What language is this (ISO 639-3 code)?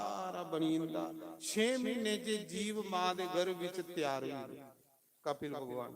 doi